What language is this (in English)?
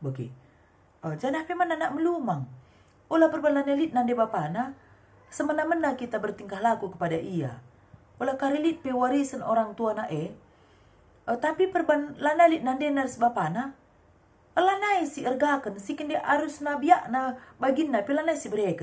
Batak Karo